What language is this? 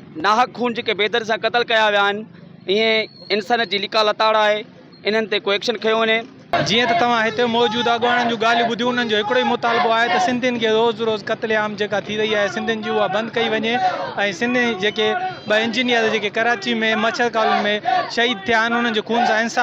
Sindhi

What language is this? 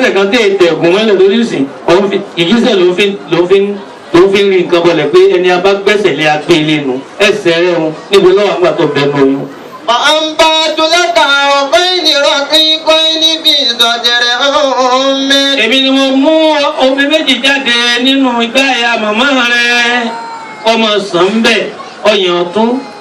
Yoruba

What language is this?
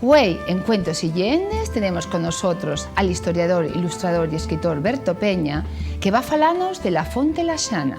Asturian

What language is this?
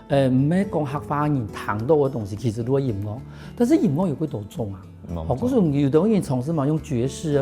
Hakka Chinese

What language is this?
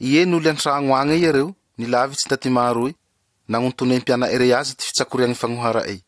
Malagasy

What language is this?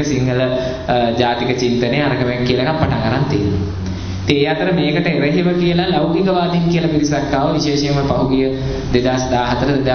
Sinhala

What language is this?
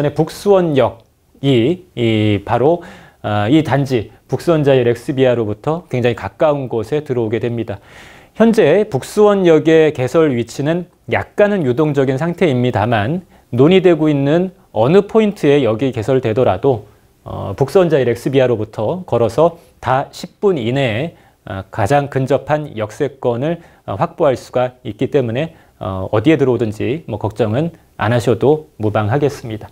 Korean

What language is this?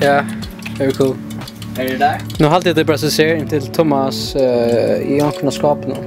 Faroese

